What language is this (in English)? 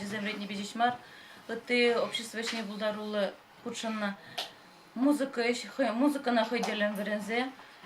Chuvash